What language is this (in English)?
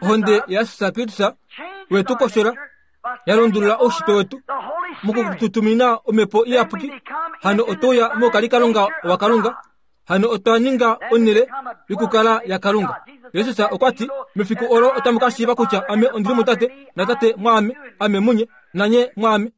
Kuanyama